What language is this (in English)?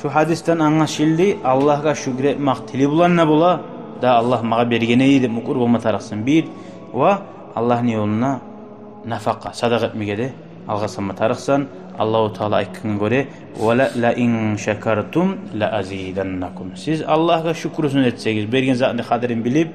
Kumyk